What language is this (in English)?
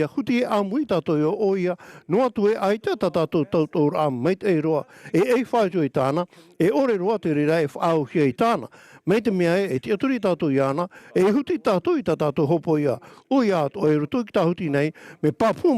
Tahitian